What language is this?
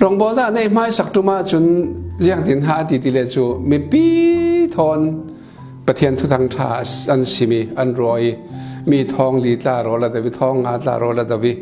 Falam Chin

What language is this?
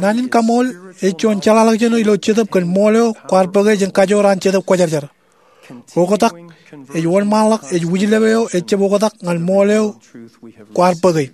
Marshallese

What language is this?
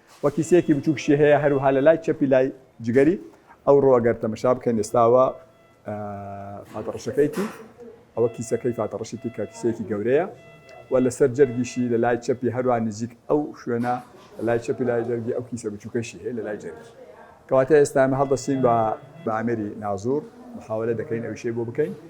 Central Kurdish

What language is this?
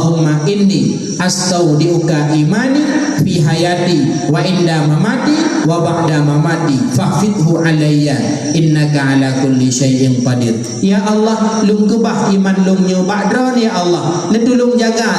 Achinese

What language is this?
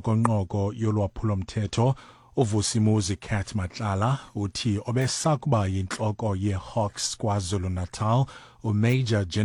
Xhosa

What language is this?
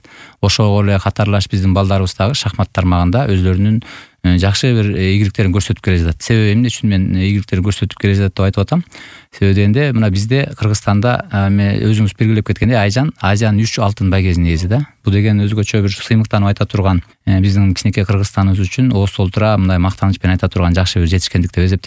Kyrgyz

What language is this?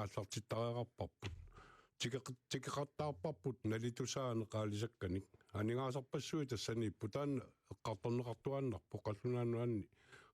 Kalaallisut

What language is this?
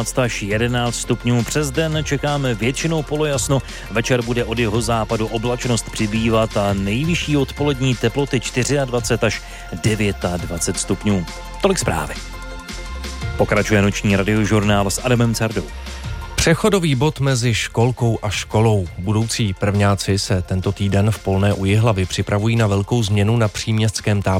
Czech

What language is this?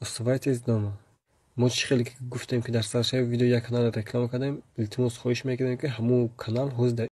Tajik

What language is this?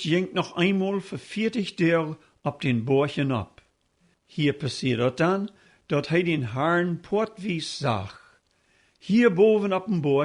Plautdietsch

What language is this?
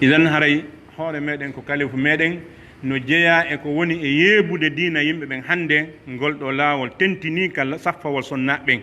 Pular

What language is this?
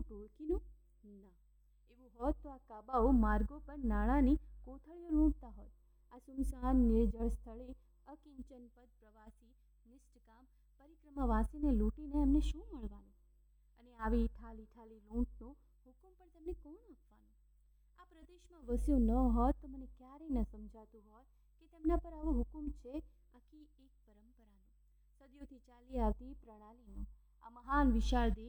Gujarati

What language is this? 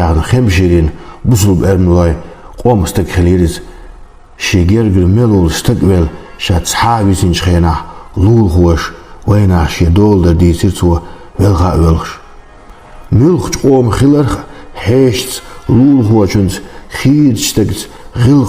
Chechen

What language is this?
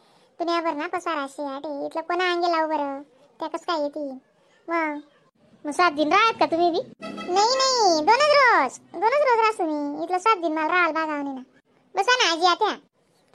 Khandesi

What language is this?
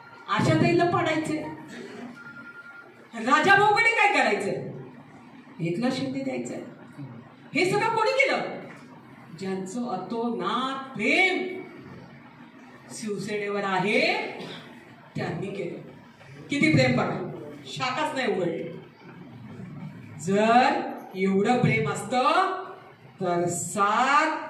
Marathi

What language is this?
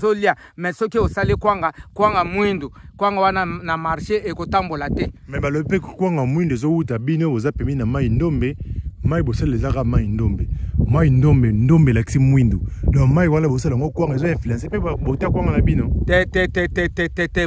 Lingala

